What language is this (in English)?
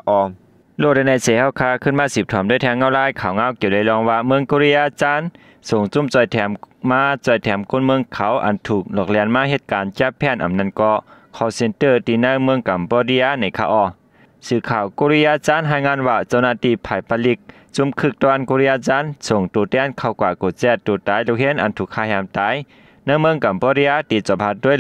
Shan